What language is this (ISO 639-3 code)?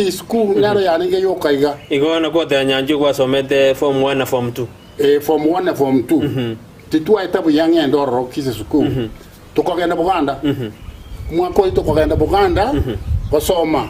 guz